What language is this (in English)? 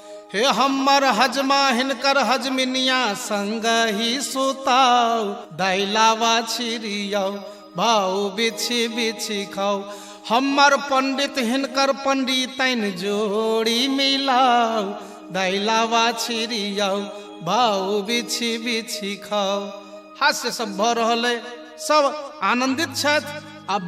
Maithili